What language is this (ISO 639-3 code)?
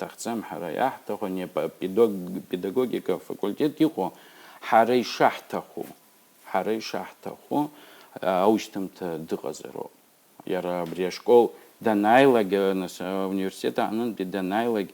abk